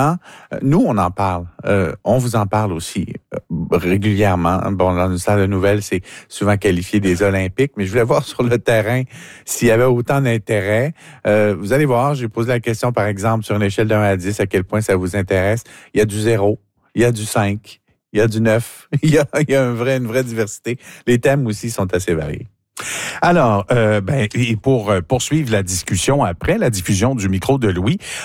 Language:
French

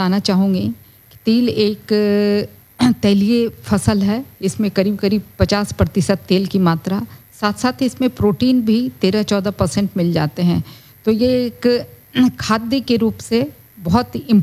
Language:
Hindi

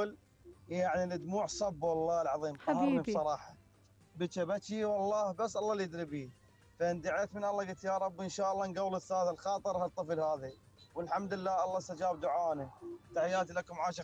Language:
Mesopotamian Arabic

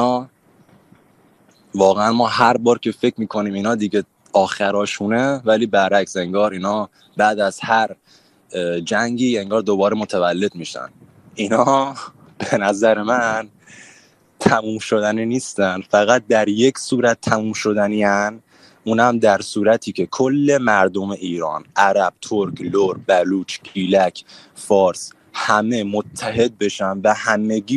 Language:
Persian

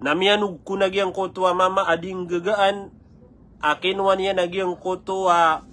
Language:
Maranao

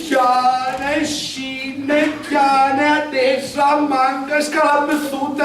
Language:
Sicilian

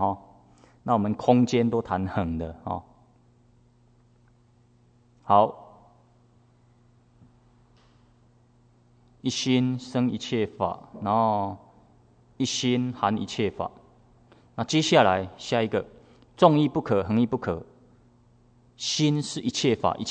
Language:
Chinese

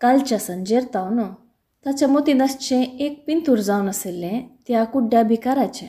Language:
Konkani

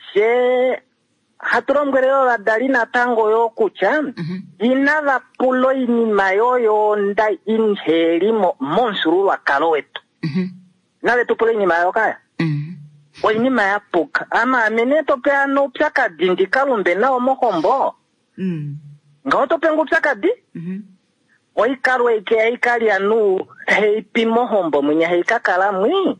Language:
Kuanyama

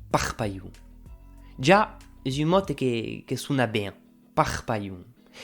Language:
Occitan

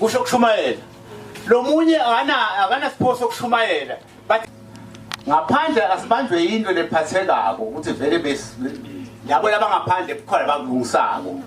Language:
Zulu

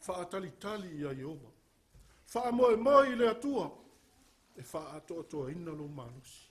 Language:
Samoan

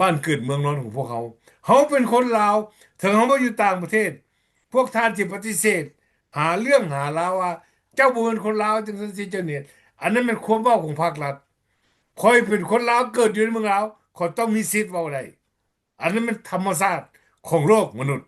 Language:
Lao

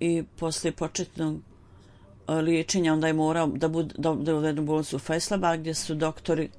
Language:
Bosnian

